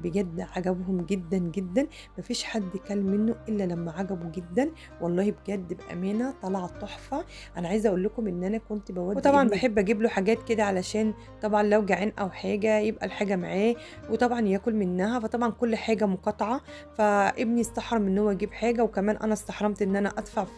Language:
Egyptian Arabic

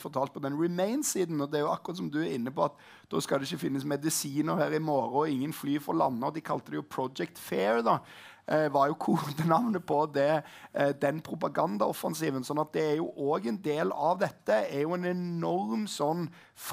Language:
Norwegian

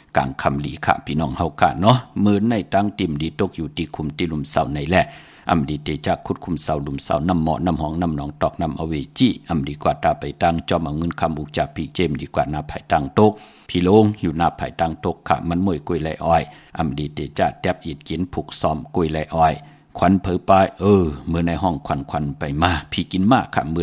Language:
Shan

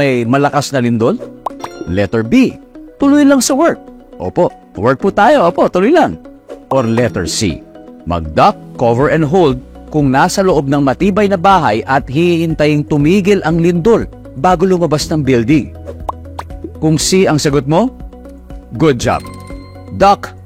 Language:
Filipino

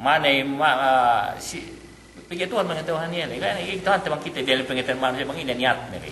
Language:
Yakan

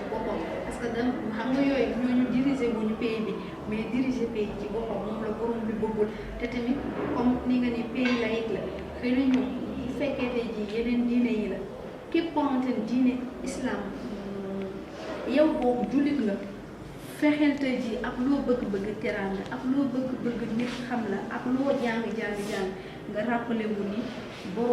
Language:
Wolof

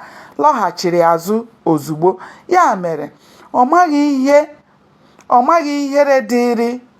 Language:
Igbo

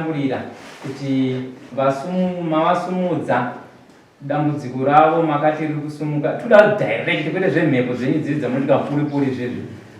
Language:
Shona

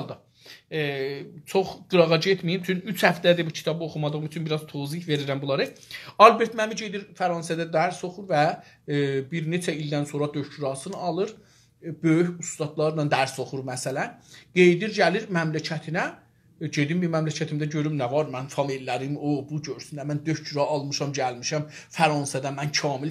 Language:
South Azerbaijani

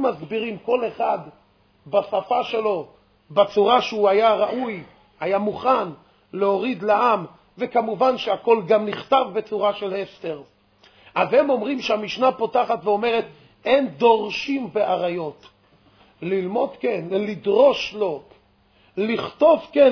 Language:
Hebrew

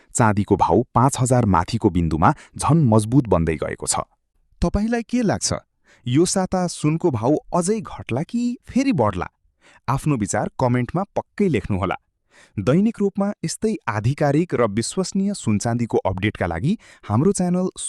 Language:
Nepali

